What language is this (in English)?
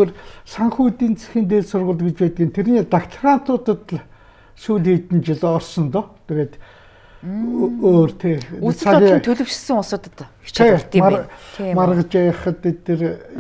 Mongolian